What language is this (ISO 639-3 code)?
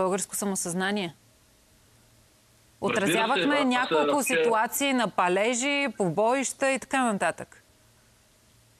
bul